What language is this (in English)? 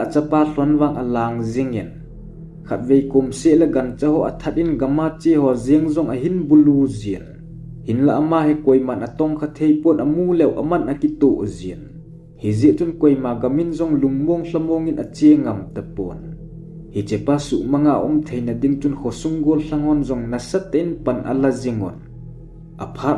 Thado Chin